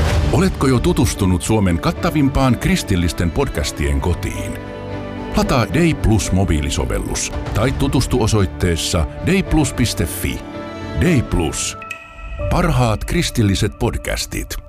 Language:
Finnish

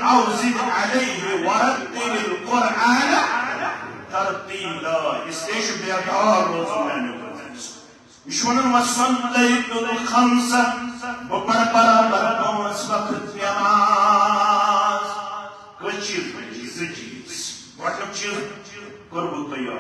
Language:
Kashmiri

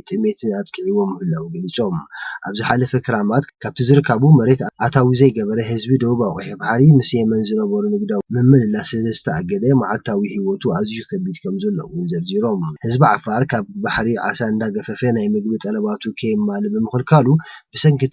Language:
Tigrinya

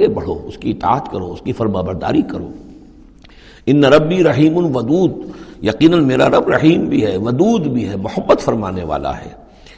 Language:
Urdu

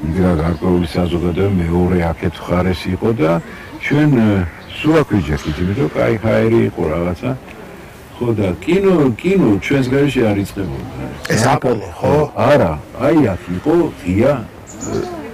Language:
Georgian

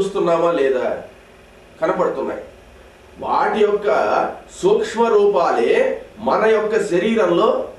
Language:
Telugu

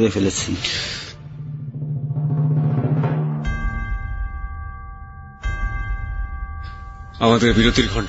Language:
Bangla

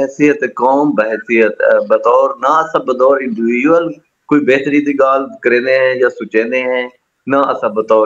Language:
Saraiki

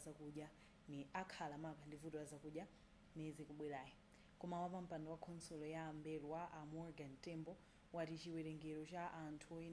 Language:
Nyanja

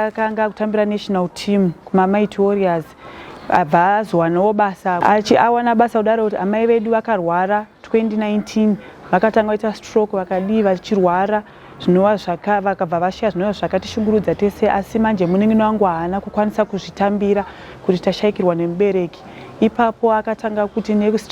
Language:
Shona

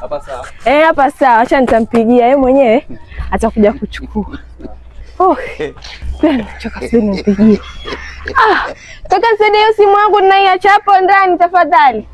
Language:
Swahili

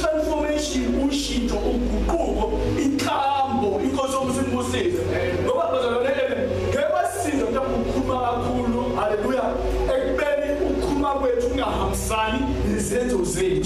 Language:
Zulu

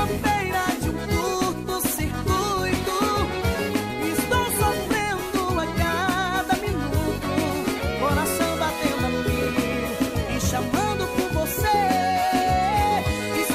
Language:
Portuguese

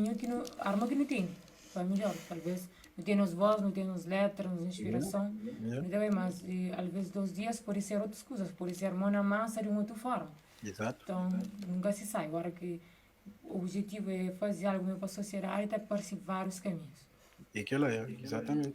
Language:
Kabuverdianu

